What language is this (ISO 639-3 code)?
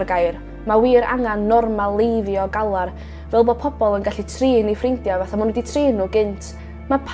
cym